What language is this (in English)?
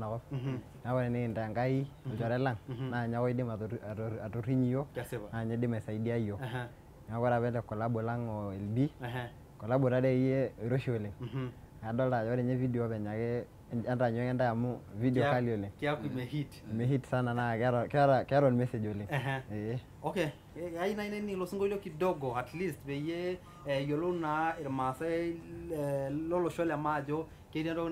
Masai